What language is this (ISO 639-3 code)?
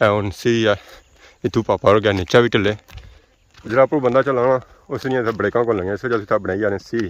phr